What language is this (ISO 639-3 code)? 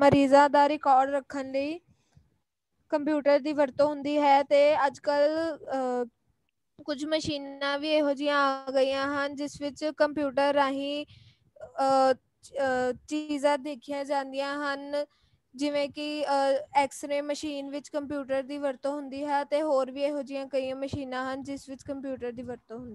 pan